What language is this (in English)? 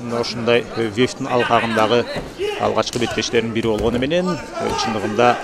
Kyrgyz